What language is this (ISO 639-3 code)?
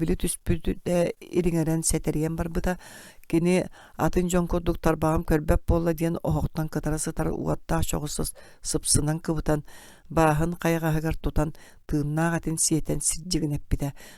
sah